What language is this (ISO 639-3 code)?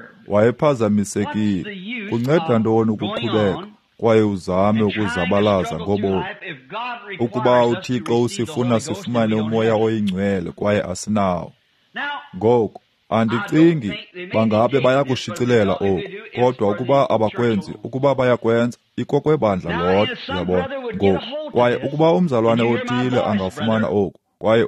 xho